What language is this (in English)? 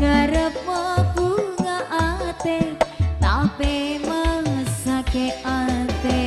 Madurese